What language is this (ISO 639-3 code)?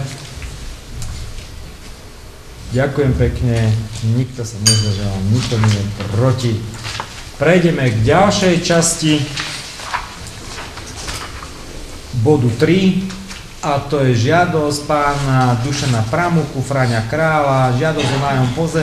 slk